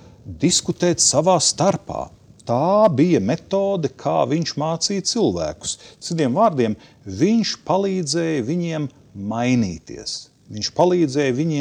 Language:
Latvian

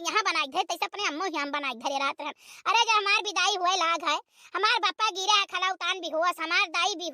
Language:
Awadhi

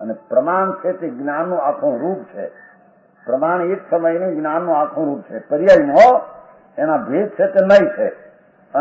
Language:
Gujarati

